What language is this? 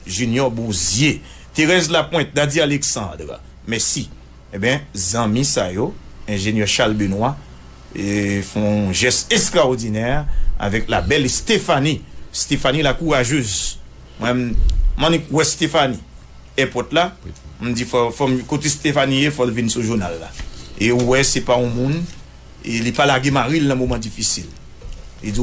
Haitian Creole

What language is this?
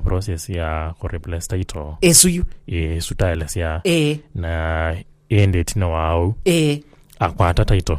Kamba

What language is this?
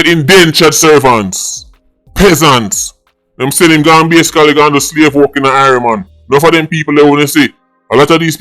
Jamaican Creole English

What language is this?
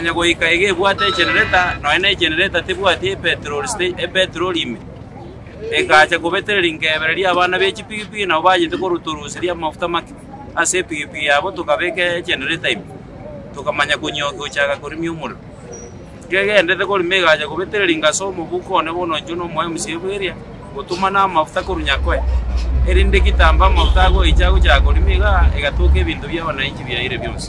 Gusii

